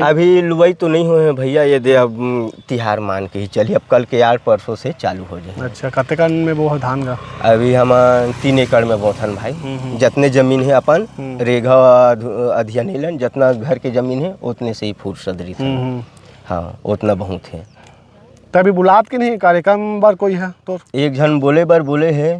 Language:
Chhattisgarhi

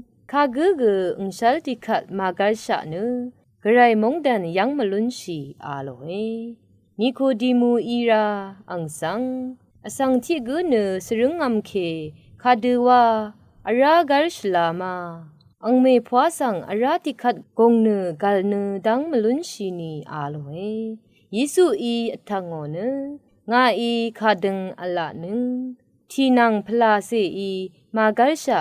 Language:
Rawang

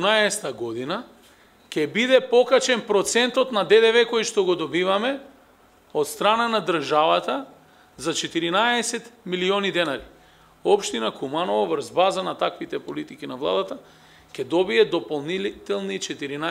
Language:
Macedonian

